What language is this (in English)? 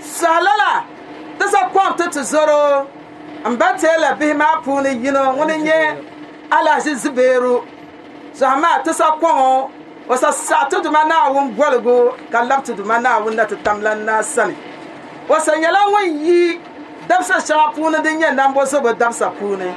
Dagbani